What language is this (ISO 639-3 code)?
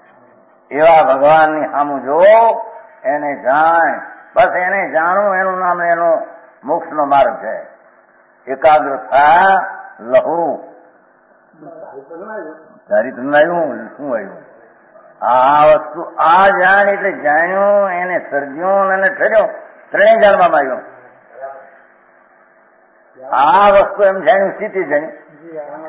guj